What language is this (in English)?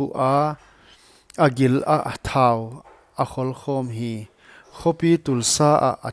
Paite Chin